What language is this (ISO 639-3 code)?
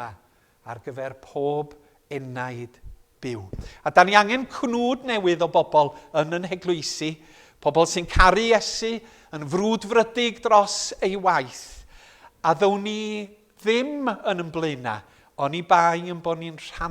cym